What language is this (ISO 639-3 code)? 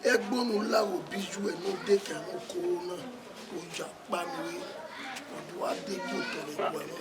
bin